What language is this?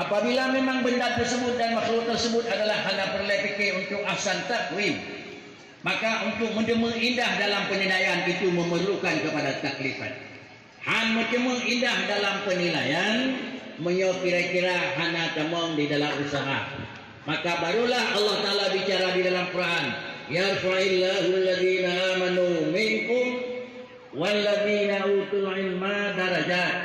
Achinese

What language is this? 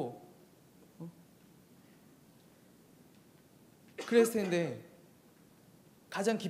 Korean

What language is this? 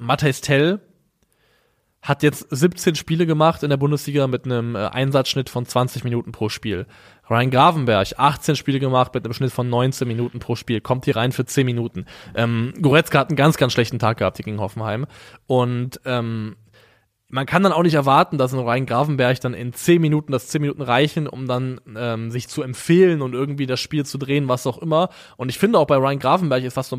German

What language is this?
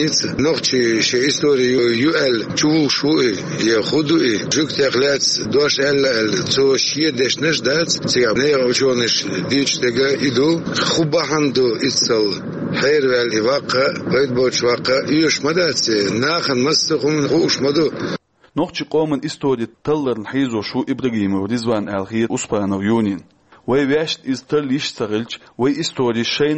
Chechen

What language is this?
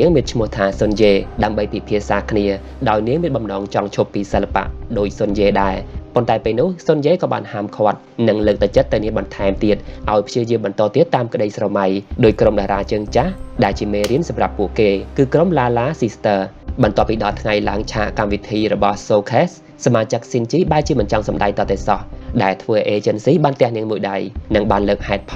Khmer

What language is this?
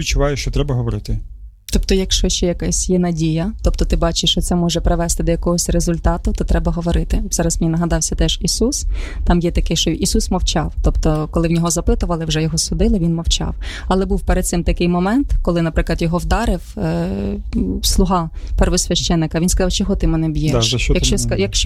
Ukrainian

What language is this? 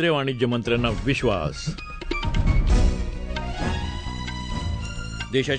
Marathi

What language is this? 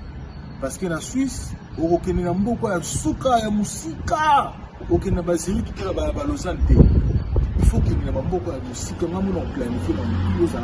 Lingala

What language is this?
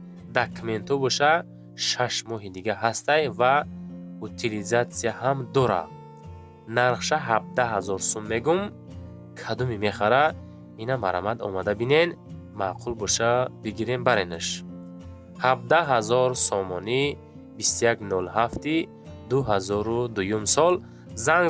Tajik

